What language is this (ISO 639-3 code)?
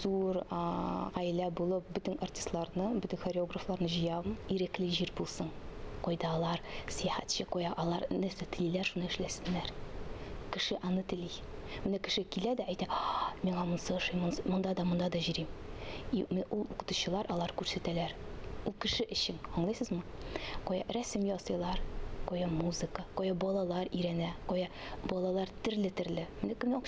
tat